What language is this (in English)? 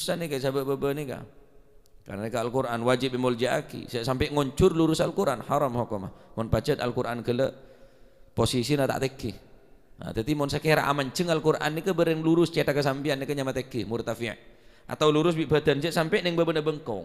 Madurese